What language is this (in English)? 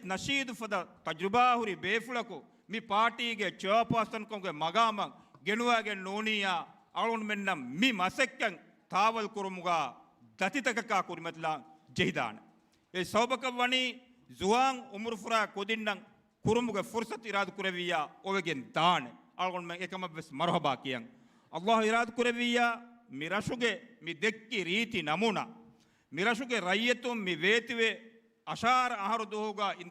Divehi